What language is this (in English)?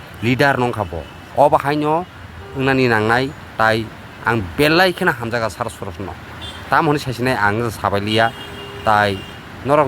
Kok Borok